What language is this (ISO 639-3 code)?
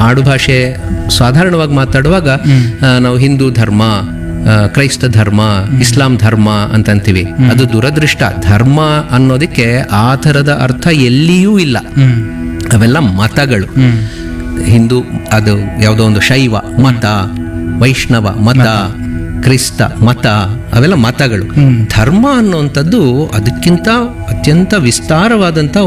kan